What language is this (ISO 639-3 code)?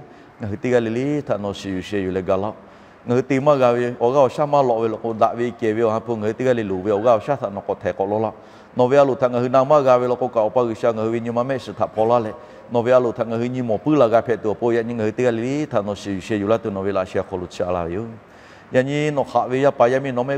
lhu